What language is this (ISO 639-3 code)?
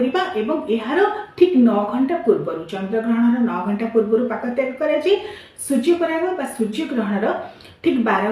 ori